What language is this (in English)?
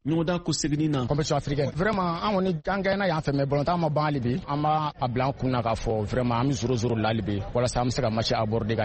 Bambara